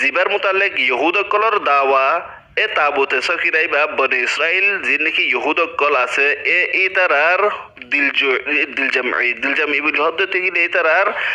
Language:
Rohingya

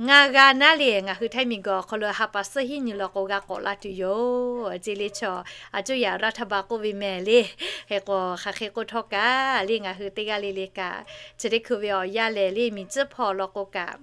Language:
Lahu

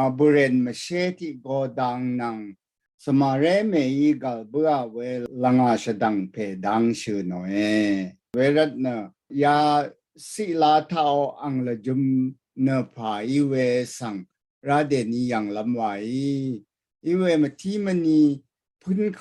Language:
Rawang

